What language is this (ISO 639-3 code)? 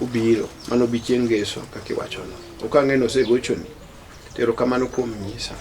luo